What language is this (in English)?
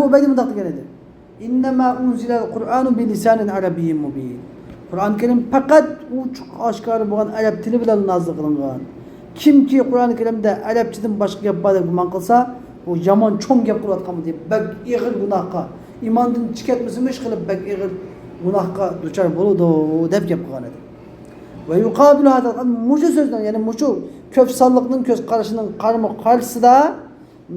Uyghur